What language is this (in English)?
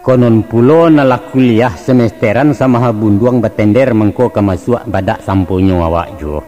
Minangkabau